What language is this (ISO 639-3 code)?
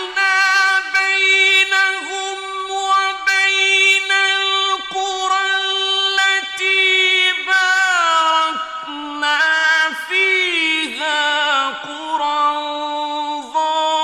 ara